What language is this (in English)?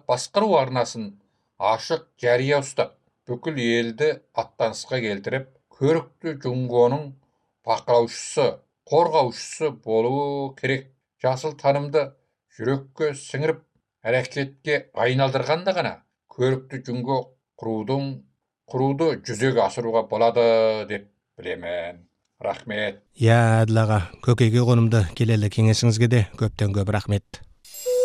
Kazakh